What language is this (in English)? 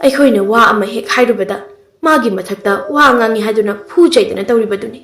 Manipuri